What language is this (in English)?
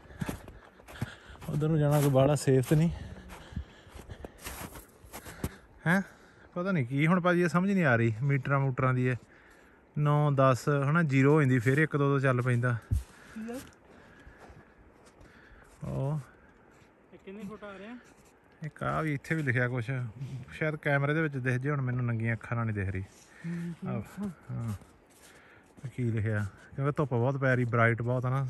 Punjabi